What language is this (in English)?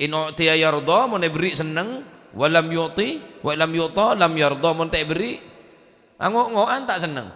Madurese